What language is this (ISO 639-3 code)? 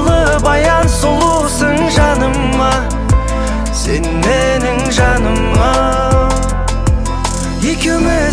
kaz